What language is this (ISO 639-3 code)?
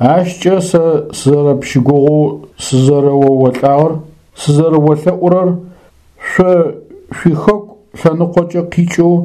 ady